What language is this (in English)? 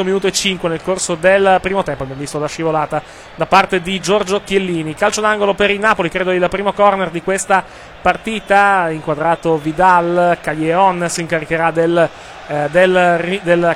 Italian